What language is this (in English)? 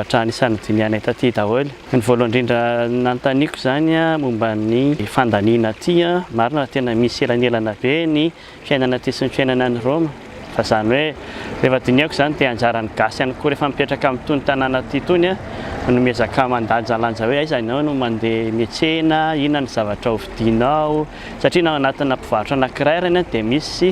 Malagasy